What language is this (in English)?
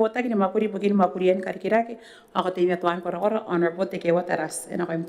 Gilbertese